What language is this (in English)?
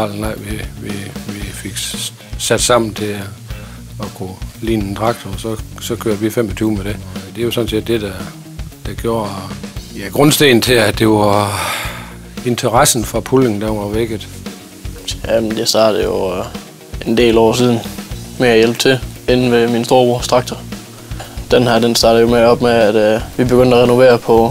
Danish